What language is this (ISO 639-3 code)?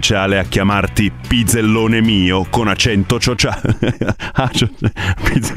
ita